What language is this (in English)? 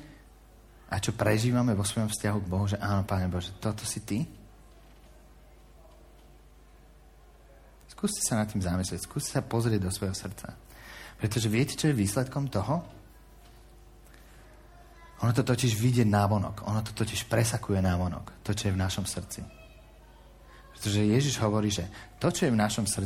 Slovak